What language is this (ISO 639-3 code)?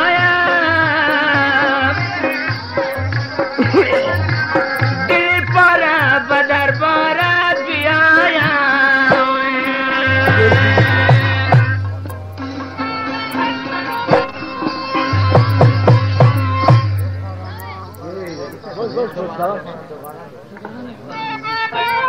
fas